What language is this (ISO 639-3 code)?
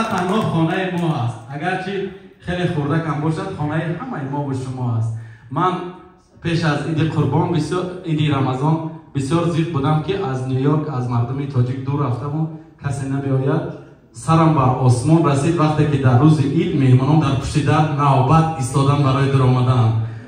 tgk